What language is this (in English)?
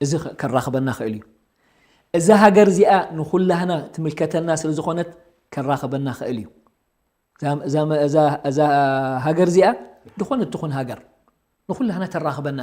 Tigrinya